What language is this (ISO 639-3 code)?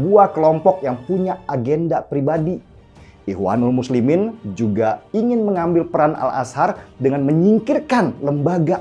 ind